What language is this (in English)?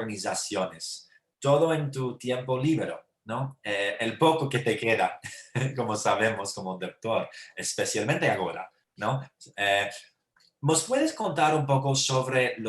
Ladino